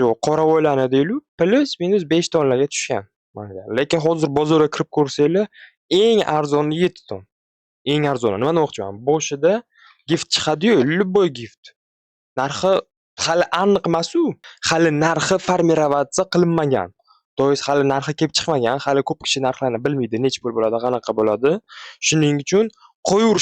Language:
Uzbek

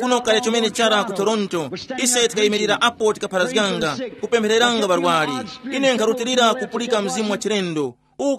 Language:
Tumbuka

